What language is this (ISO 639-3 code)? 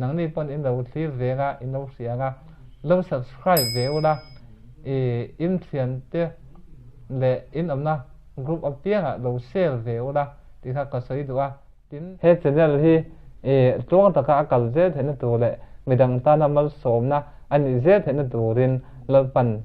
lus